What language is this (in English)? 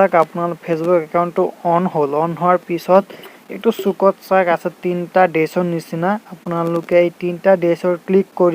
Assamese